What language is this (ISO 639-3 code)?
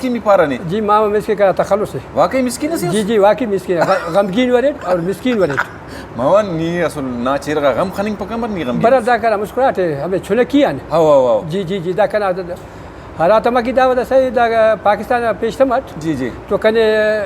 brh